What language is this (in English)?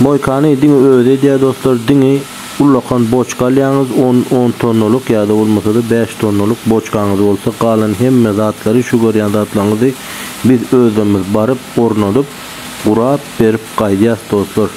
Turkmen